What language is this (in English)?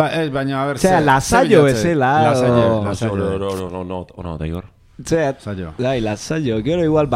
Basque